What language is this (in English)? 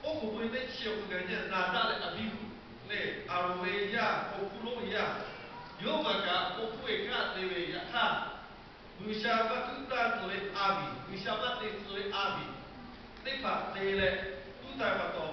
Lahu